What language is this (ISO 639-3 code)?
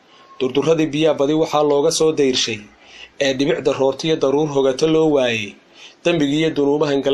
som